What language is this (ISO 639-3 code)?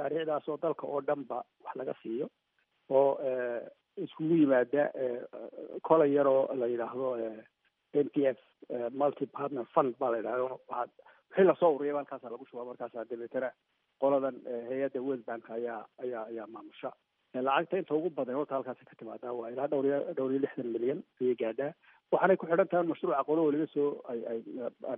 som